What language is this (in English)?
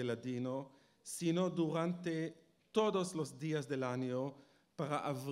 Ladino